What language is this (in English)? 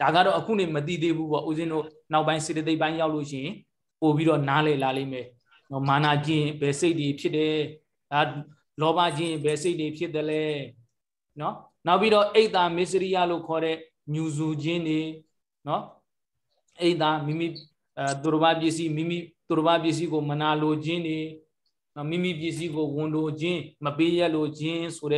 Burmese